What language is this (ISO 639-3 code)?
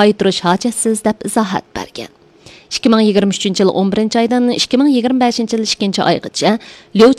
uig